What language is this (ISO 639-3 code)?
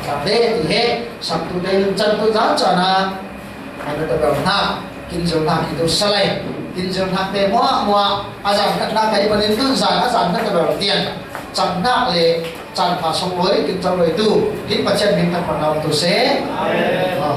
cfm